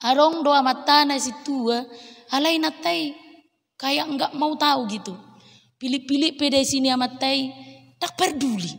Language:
Batak Toba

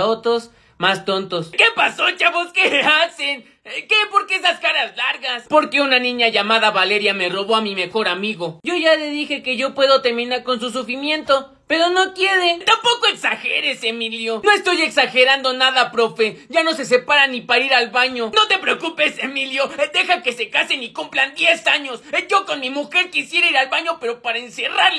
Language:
Spanish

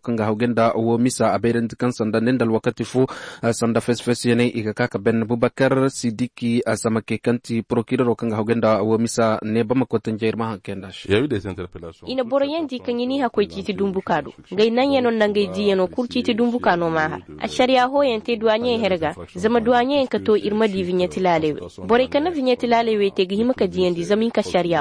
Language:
Koyraboro Senni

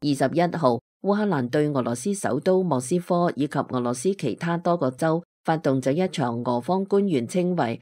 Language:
Cantonese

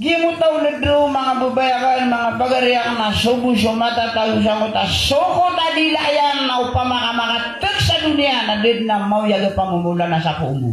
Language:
Maranao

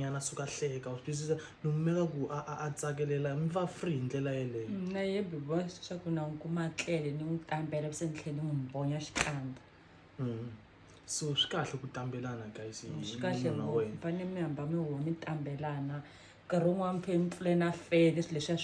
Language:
Tsonga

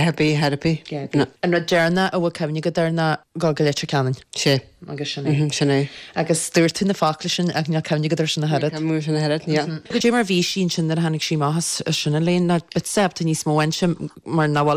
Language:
Irish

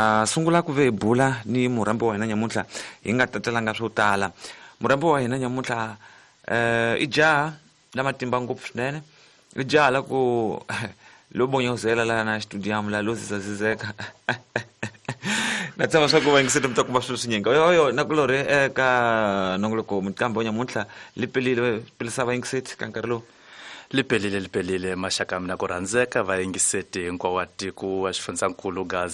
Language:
Tsonga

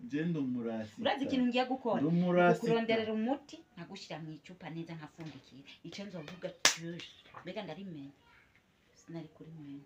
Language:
Rundi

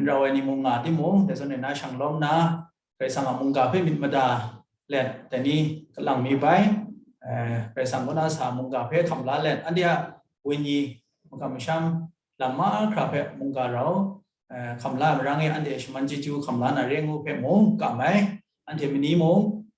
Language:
Kachin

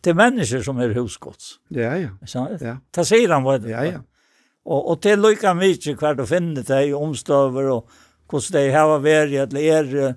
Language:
Faroese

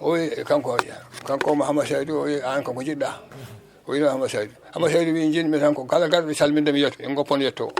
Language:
Fula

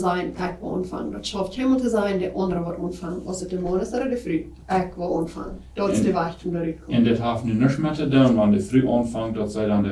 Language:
Plautdietsch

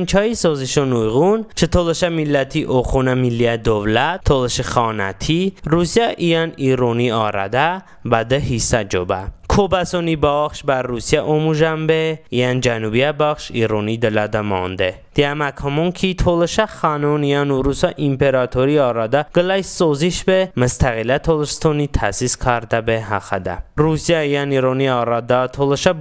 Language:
Talysh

